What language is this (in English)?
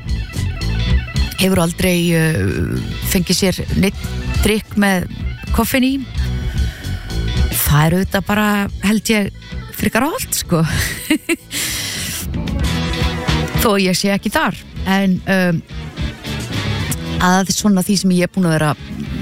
Icelandic